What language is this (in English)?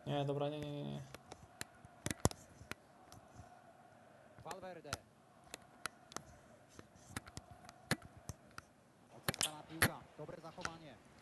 Polish